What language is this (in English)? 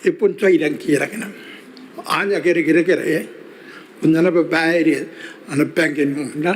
Gilbertese